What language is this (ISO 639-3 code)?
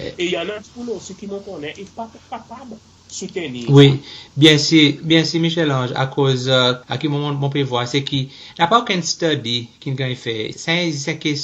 crs